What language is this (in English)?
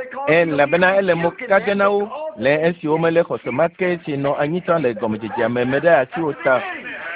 Ewe